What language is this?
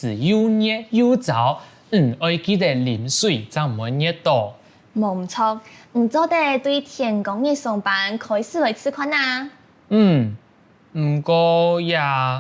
Hakka Chinese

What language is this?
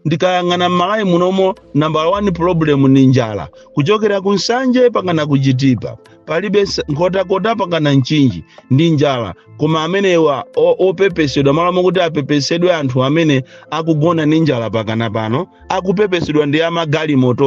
Nyanja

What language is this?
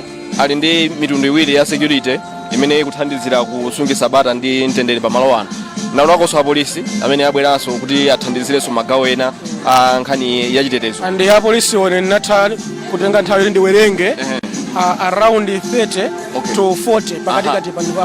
Nyanja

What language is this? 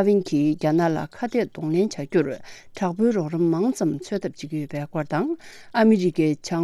Tibetan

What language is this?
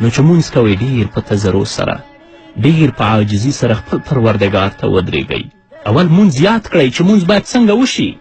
Pashto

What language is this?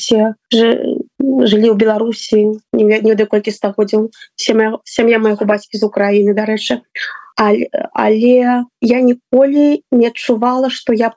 Belarusian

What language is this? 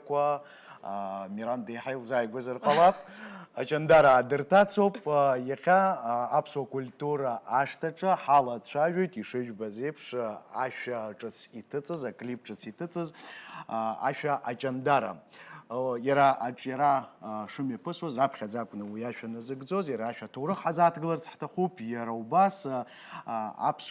Abkhazian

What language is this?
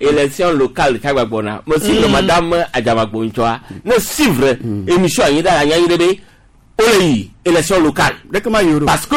Gen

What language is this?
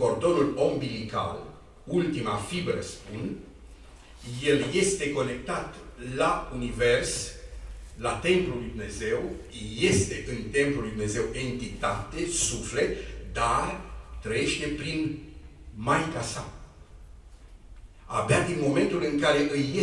Romanian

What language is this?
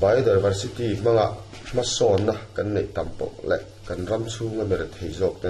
Mizo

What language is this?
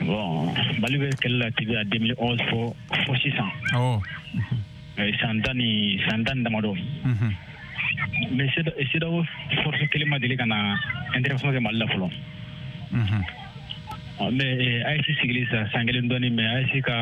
Bambara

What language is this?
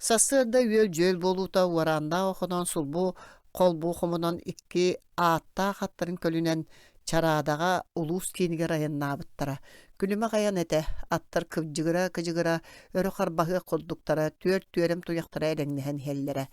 Yakut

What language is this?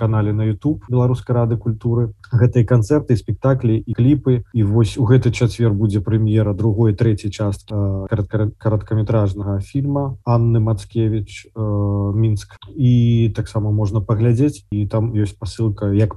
Belarusian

